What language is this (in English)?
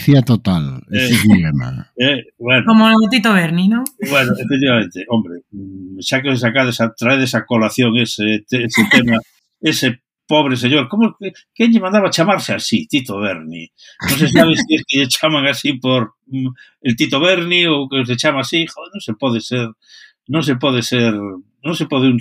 Galician